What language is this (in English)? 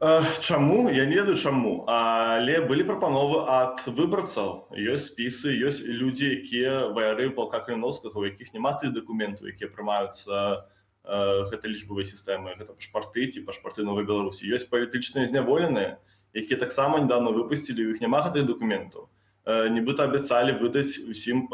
Belarusian